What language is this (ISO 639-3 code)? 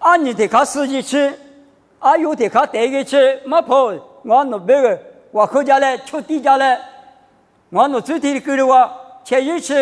lis